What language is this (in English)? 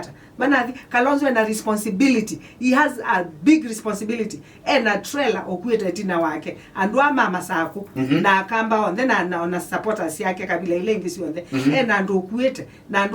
Kamba